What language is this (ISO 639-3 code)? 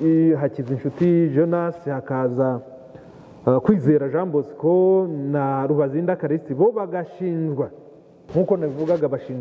kin